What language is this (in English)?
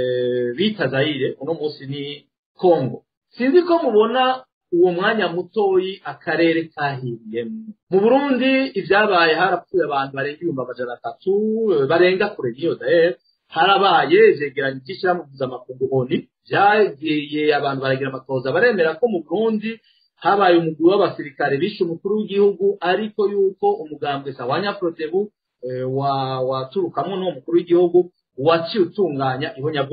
Rundi